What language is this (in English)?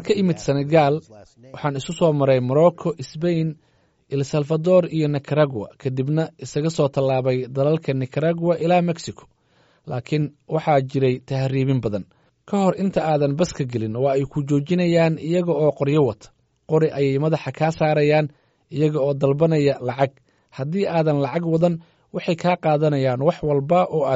Somali